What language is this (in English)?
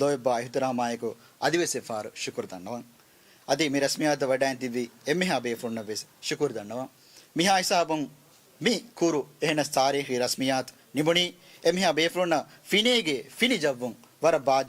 Divehi